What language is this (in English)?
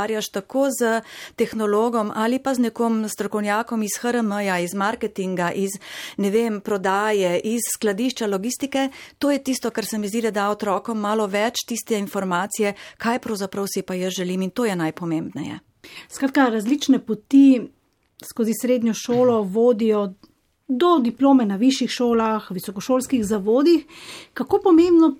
Slovenian